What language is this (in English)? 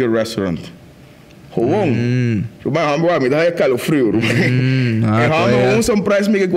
Papiamento